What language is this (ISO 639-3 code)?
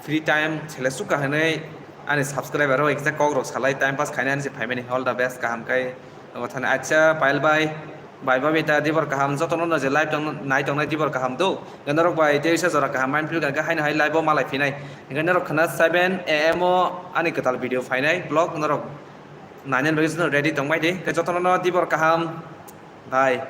trp